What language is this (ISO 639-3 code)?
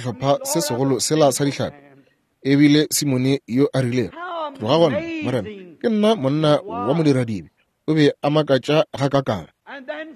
nso